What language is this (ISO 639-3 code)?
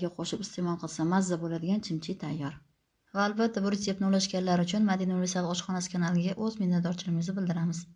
uzb